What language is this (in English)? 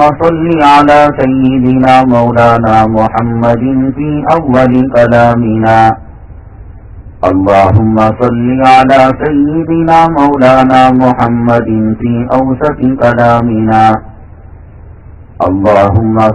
Urdu